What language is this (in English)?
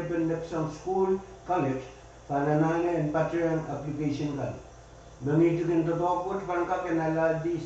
Pohnpeian